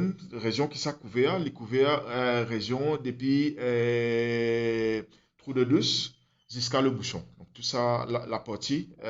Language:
Morisyen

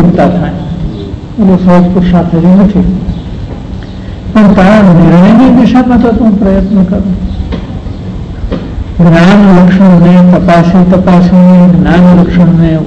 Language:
Gujarati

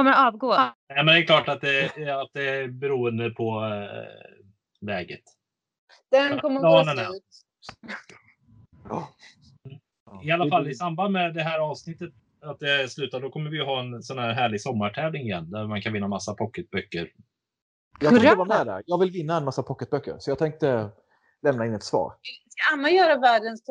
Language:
Swedish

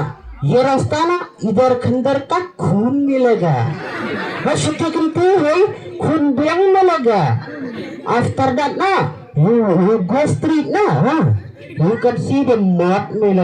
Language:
Khasi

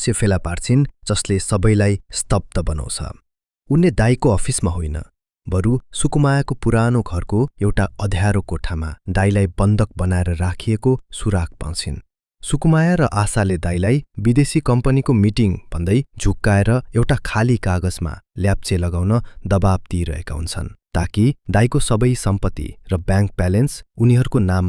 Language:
Nepali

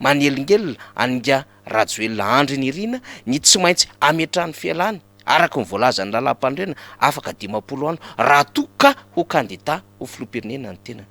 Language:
Malagasy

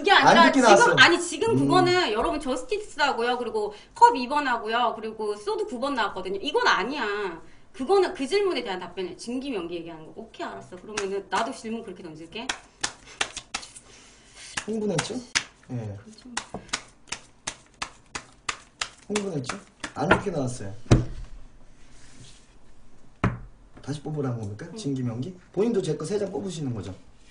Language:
Korean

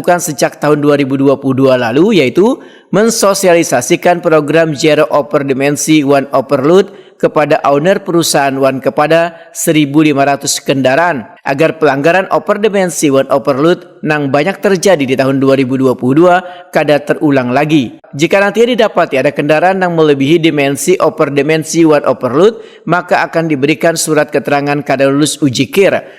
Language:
Banjar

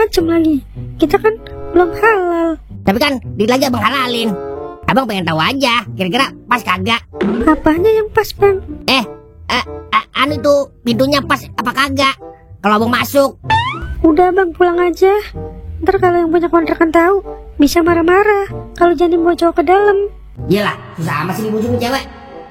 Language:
Betawi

